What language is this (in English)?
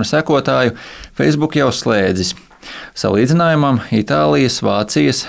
Latvian